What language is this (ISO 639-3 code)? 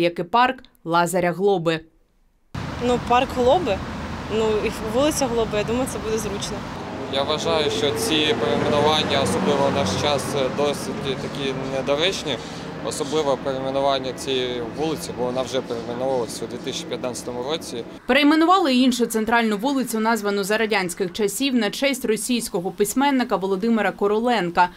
ukr